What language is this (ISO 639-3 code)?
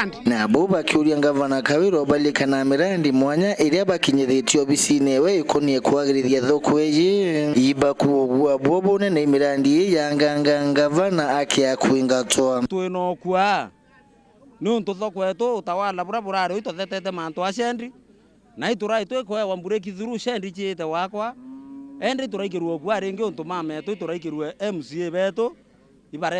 mer